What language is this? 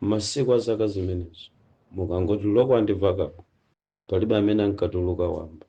Nyanja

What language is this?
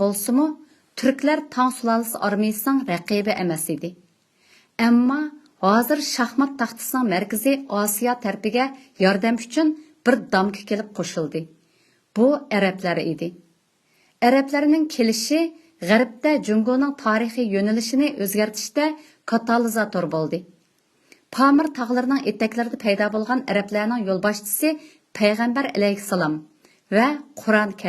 Uyghur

